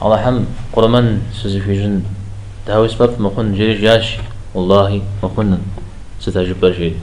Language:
Kabardian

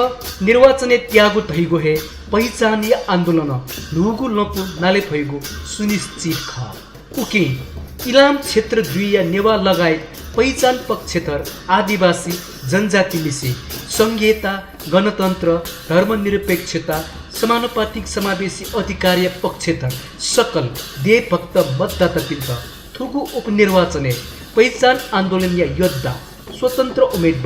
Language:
Newari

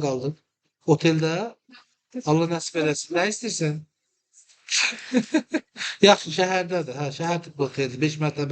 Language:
Azerbaijani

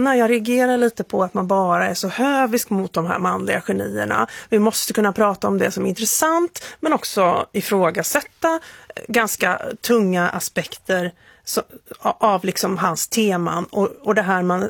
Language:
Swedish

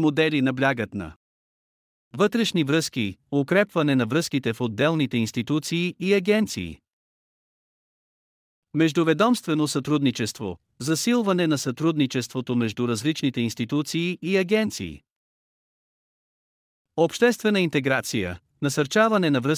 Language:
Bulgarian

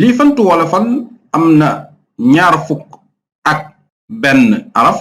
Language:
Wolof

